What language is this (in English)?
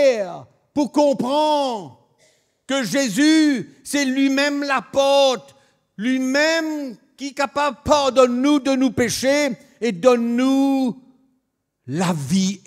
Morisyen